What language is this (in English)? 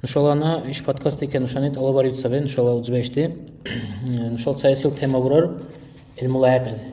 Dargwa